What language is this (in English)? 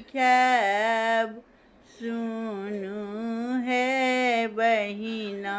Maithili